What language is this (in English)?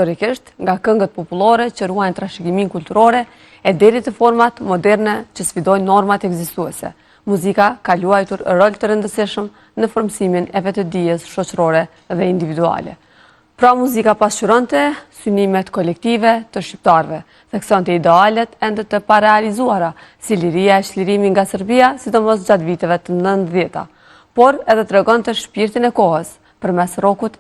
Albanian